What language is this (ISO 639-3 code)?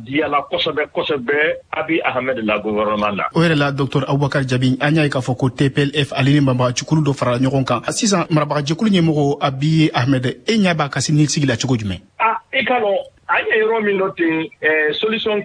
bam